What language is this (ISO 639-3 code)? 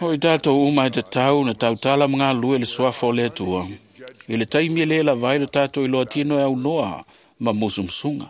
smo